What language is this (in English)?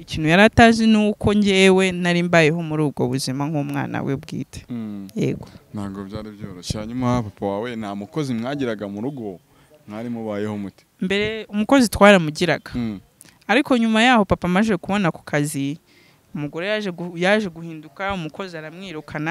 Kinyarwanda